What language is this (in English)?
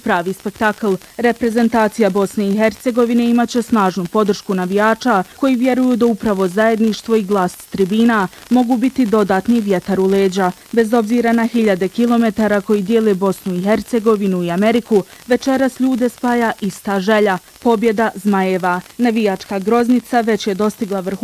Bosnian